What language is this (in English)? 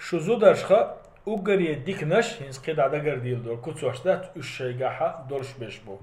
Chechen